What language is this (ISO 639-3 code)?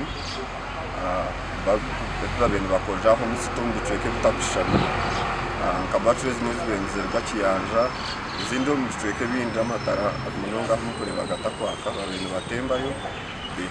nyn